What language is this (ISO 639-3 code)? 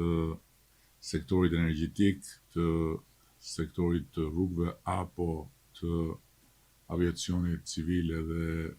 sqi